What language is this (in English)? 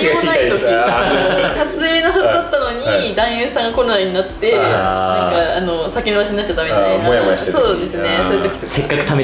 Japanese